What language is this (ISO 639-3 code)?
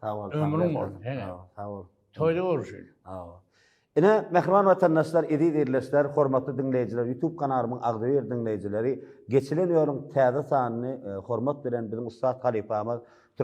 tuk